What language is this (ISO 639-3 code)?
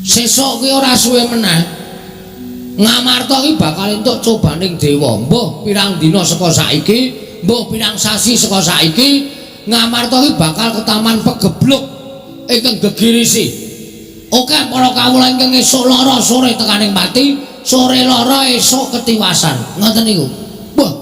jav